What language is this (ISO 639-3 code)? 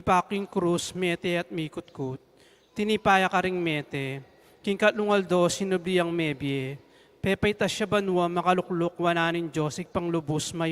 pam